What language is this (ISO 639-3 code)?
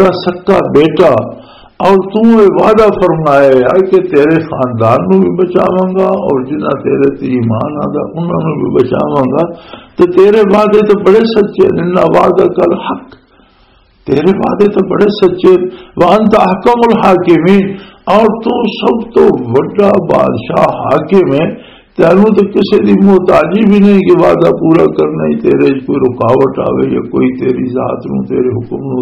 lah